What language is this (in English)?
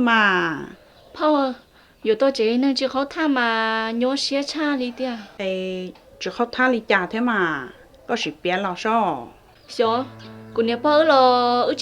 Hmong